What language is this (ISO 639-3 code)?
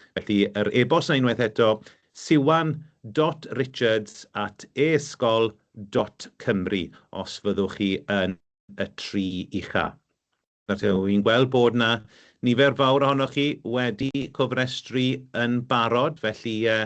cym